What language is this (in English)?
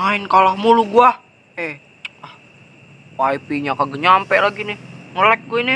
Betawi